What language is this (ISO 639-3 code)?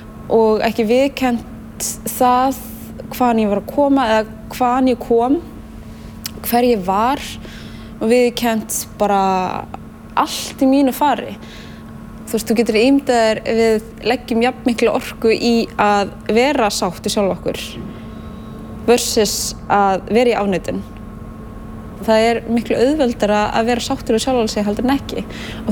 isl